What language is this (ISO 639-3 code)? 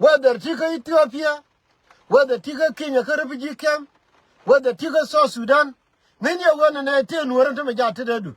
nus